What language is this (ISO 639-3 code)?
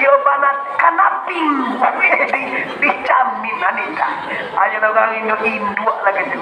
min